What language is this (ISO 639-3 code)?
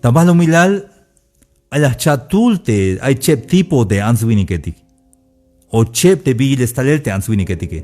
tzh